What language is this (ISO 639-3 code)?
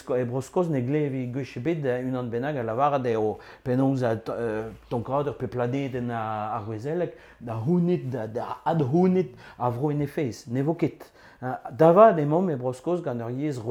bre